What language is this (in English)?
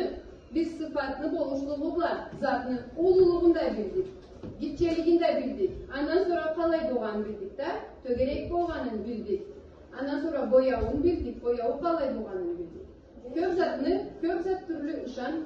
Karachay-Balkar